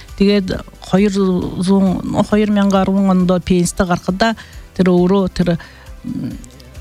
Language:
Buriat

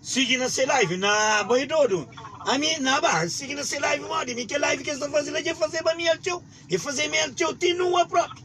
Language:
Kabuverdianu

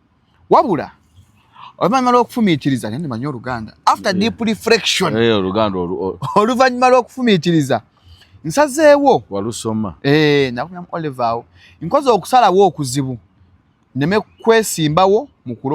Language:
Ganda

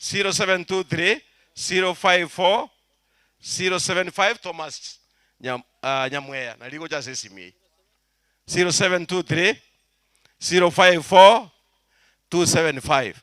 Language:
Gusii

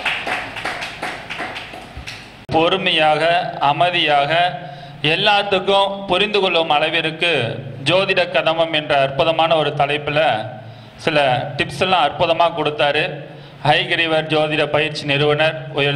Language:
Tamil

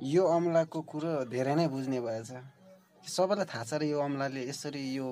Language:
Nepali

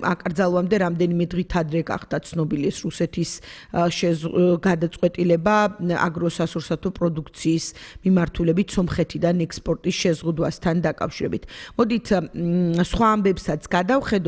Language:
Georgian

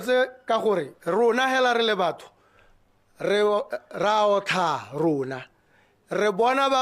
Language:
Tswana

